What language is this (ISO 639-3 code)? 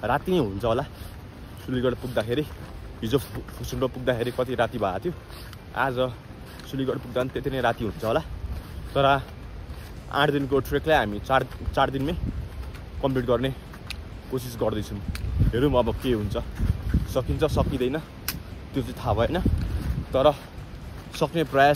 nep